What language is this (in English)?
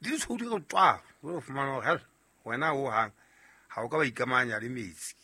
Southern Sotho